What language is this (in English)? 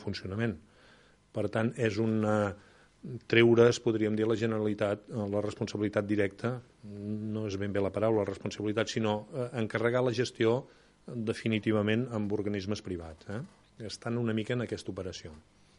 Catalan